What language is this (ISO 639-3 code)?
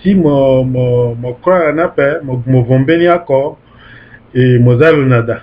sag